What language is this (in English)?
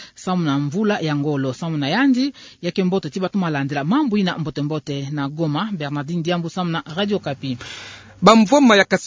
Kituba (Democratic Republic of Congo)